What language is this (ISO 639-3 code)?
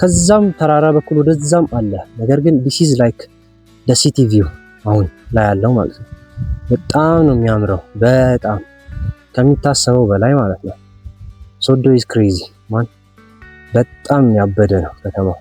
amh